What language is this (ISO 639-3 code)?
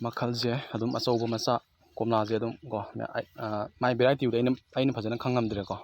mni